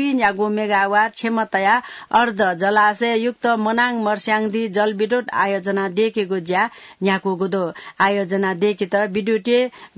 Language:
Newari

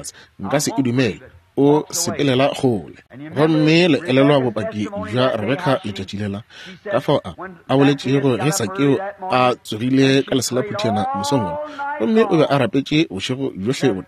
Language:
Northern Sotho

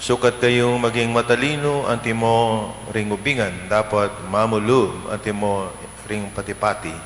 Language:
Pampanga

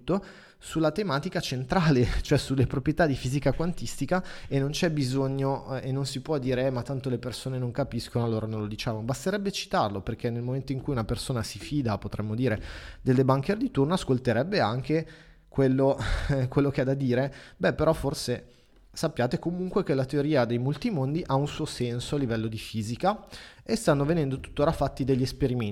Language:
Italian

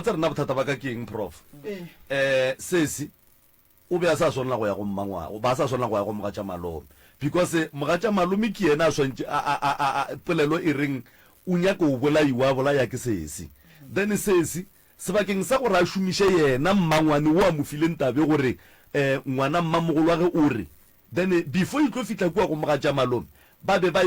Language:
Northern Sotho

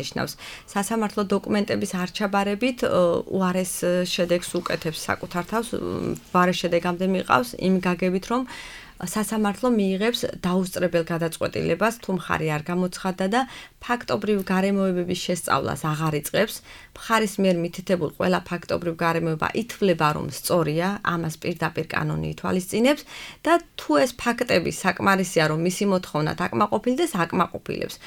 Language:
Georgian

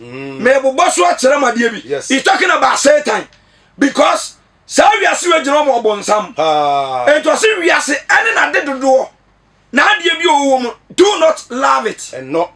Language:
Akan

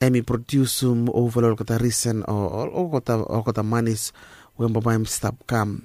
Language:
Bislama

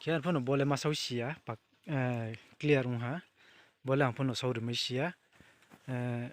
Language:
Riang (India)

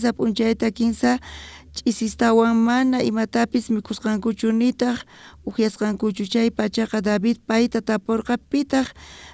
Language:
South Bolivian Quechua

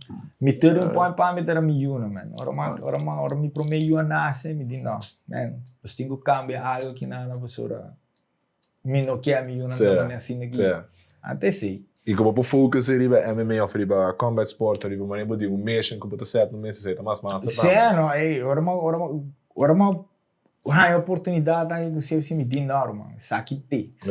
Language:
Papiamento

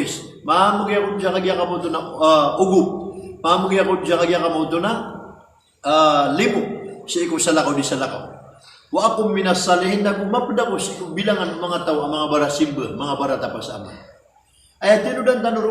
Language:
Maranao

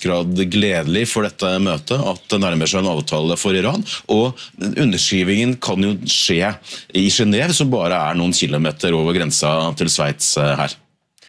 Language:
Norwegian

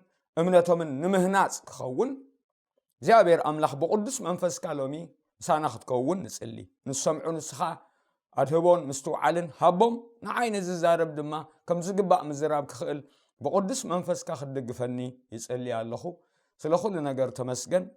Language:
Tigrinya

